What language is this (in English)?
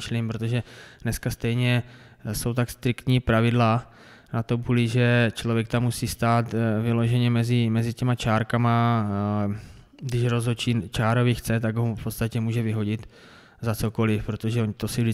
Czech